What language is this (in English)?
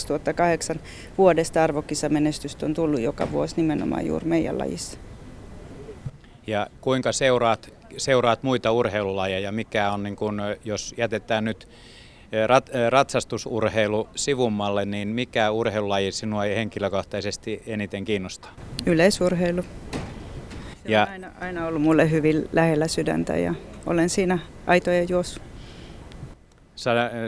Finnish